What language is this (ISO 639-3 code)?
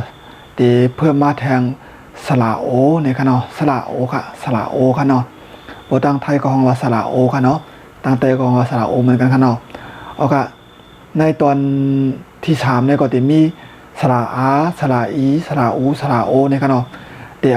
shn